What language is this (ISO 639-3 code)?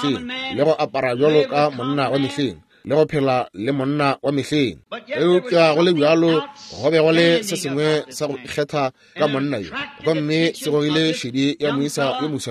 nso